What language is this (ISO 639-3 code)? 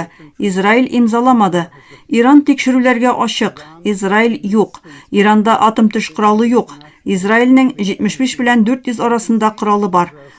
tat